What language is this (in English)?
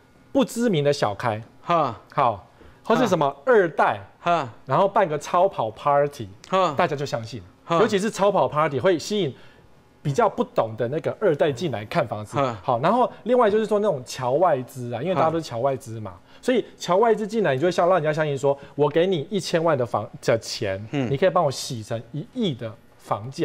Chinese